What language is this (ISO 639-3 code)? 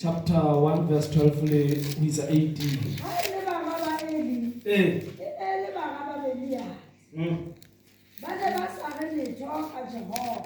sot